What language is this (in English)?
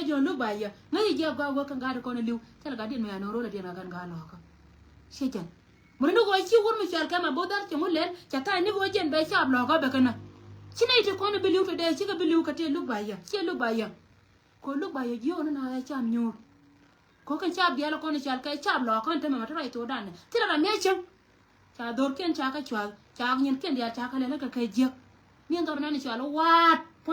Nuer